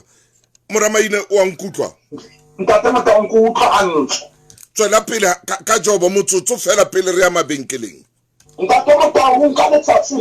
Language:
Southern Sotho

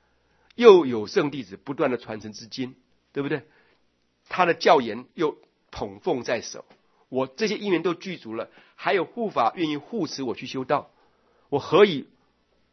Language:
Chinese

